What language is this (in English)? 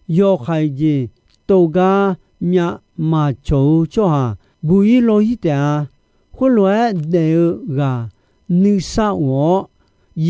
Akha